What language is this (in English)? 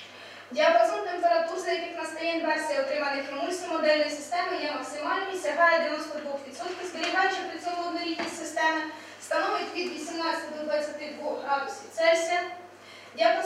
Ukrainian